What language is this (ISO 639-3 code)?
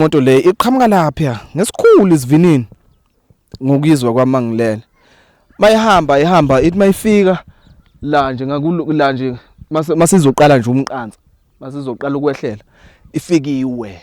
zul